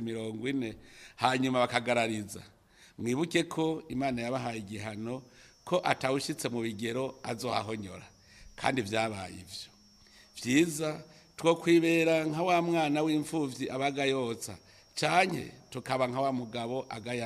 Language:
Rundi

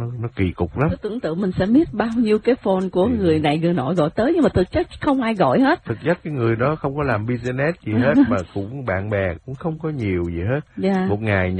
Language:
Vietnamese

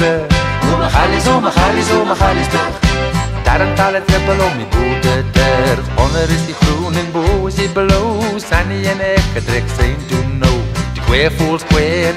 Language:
Afrikaans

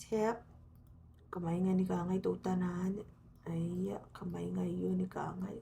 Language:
Gilbertese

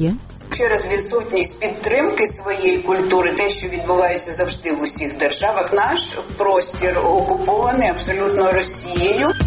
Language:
Ukrainian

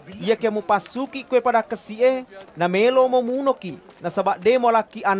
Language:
Buginese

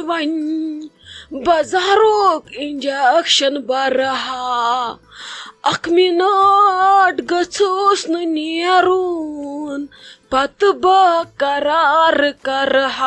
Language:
Kashmiri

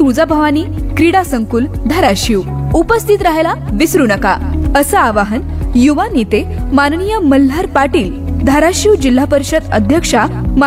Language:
Marathi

